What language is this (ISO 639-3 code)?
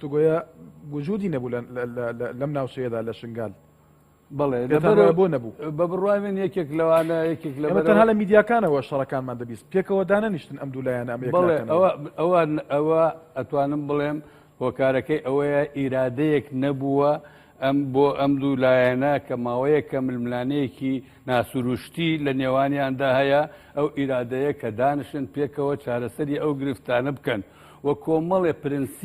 ckb